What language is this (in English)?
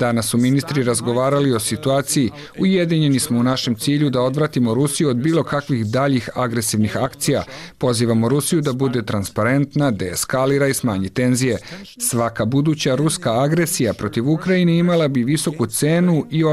Croatian